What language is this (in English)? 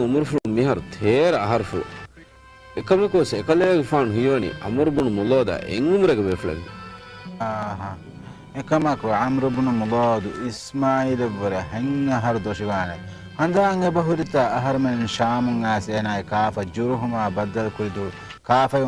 Divehi